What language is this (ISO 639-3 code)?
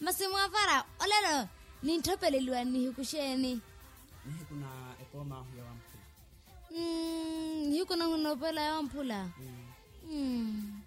vmw